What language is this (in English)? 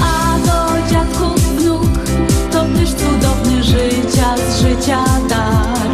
Silesian